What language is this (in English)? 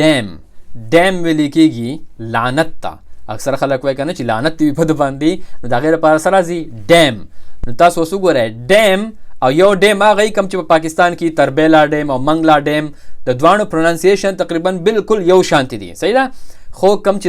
Pashto